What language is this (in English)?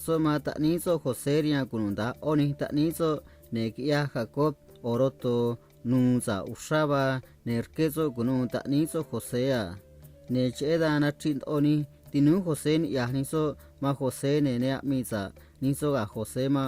Copala Triqui